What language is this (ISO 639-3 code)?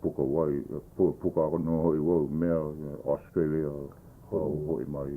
haw